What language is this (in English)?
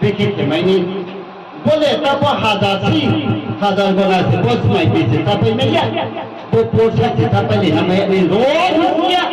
Riang (India)